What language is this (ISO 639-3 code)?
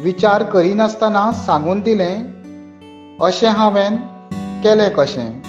kok